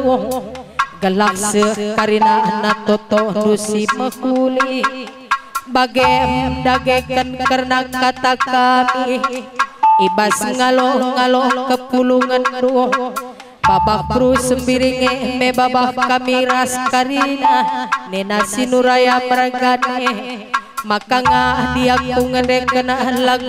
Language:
Batak Karo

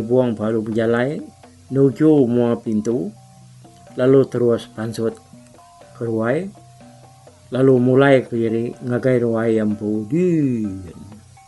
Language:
Iban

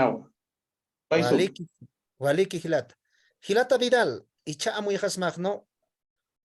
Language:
Aymara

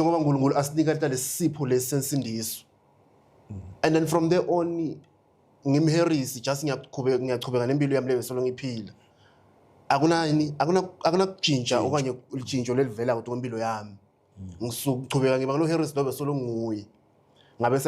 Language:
Zulu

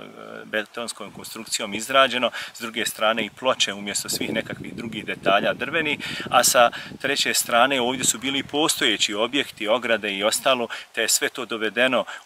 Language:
Bosnian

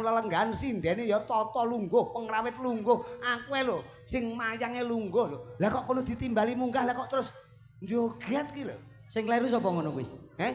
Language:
Javanese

